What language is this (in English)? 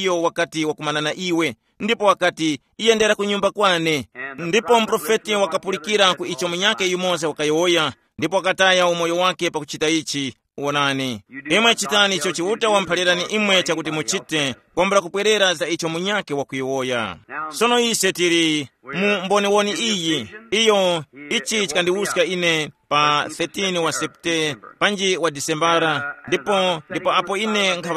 Tumbuka